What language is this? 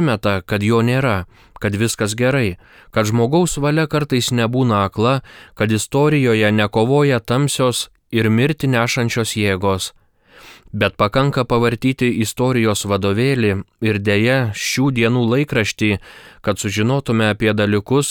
Lithuanian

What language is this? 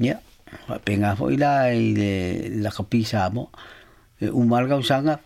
Samoan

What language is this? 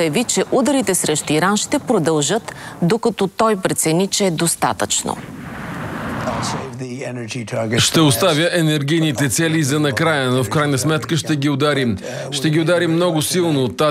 Bulgarian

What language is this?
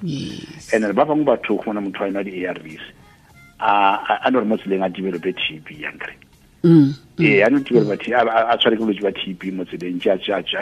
Tswana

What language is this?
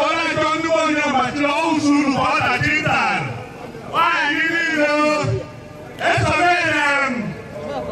Igbo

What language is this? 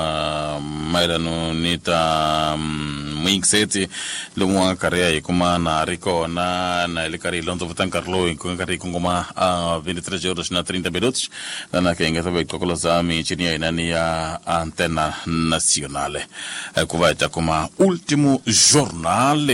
Tsonga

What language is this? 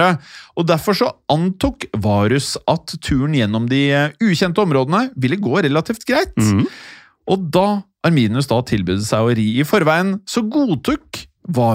Norwegian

